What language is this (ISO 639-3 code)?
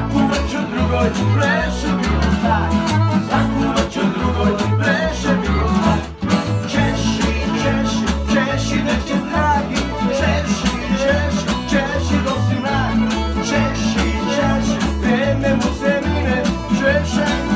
srp